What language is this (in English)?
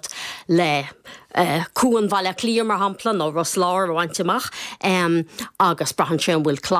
Irish